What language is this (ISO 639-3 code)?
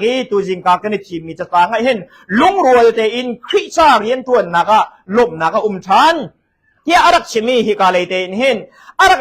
cnh